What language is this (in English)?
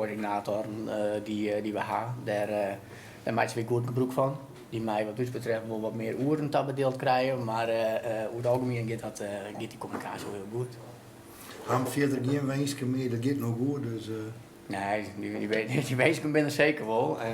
Western Frisian